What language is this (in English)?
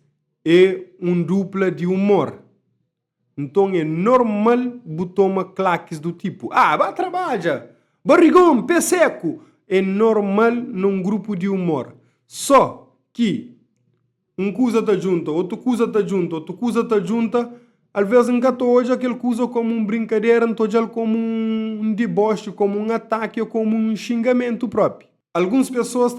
Kabuverdianu